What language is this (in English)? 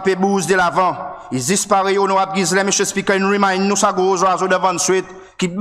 Seselwa Creole French